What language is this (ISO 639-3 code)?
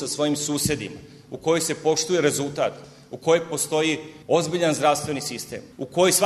srp